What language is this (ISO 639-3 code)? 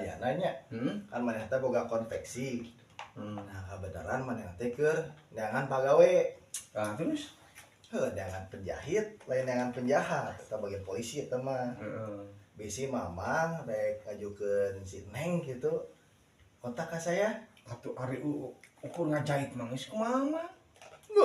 sun